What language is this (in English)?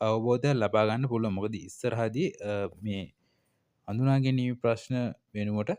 Sinhala